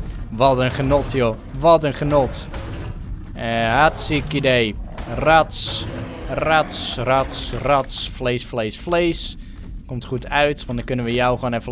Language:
Dutch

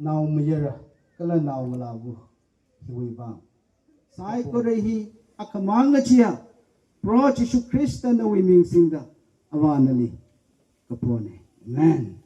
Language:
Tangkhul Naga (India)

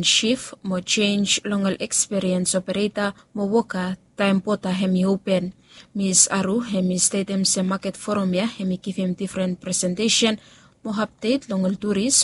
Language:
Bislama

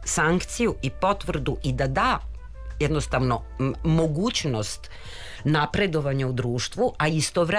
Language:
Serbian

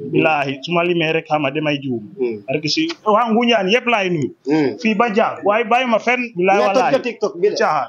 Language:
Wolof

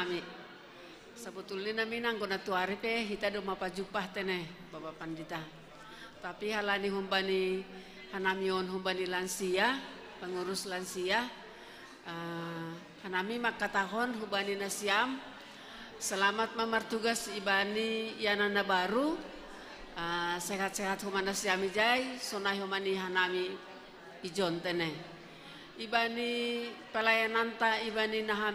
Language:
Batak Simalungun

